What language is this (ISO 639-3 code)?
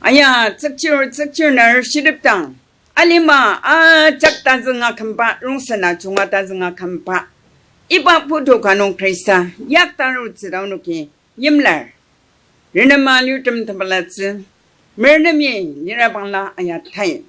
njo